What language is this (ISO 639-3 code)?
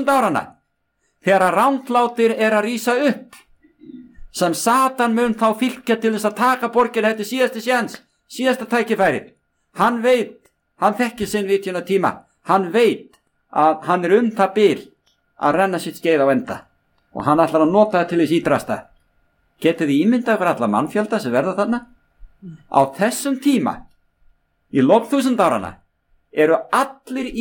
isl